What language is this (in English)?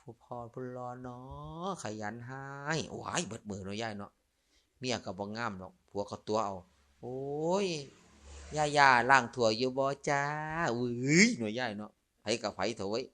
Lao